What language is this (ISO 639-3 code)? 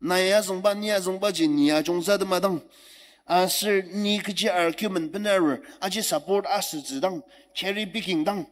njo